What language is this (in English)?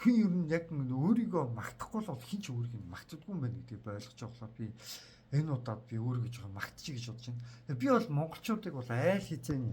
Mongolian